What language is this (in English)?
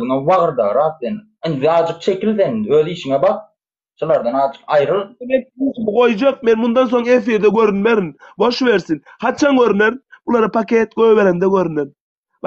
Turkmen